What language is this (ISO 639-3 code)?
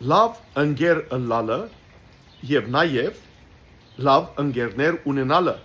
hyw